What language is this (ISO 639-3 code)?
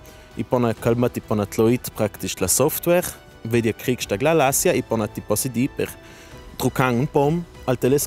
lld